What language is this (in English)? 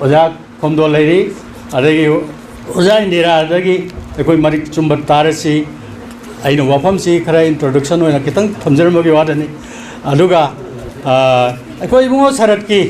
Manipuri